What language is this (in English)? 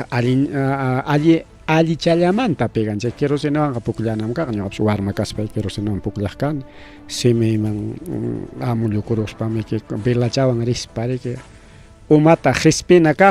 Ayacucho Quechua